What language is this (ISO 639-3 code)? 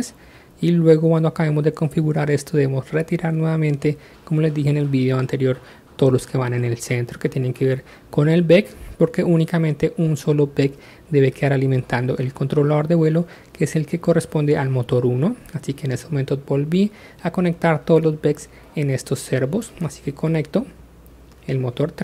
spa